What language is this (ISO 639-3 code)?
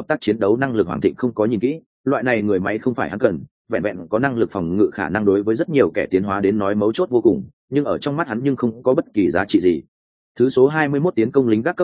vie